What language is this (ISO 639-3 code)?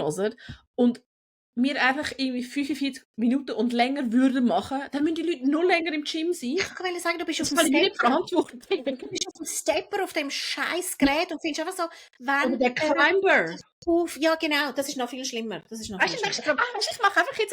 gsw